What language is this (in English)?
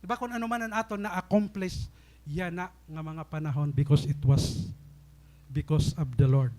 Waray